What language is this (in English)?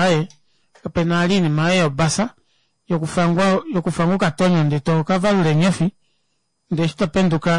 Kuanyama